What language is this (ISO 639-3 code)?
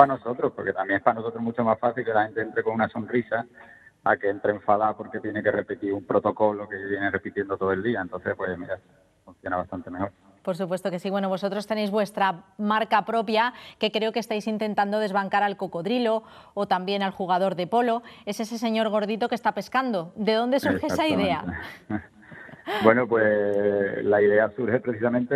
spa